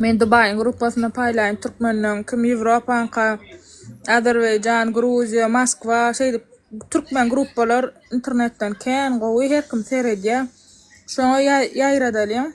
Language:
Turkmen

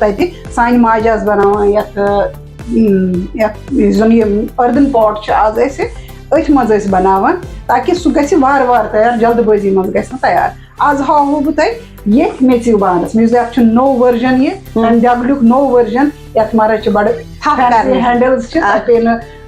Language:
Kashmiri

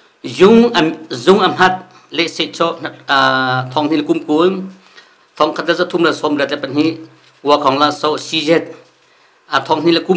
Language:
Hakha Chin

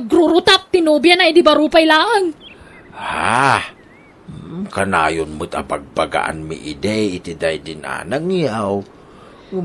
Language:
Iloko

